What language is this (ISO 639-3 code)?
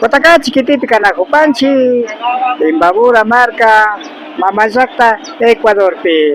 qvi